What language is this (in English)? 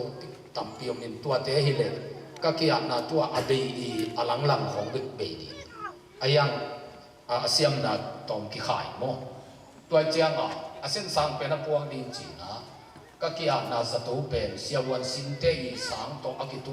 Tedim Chin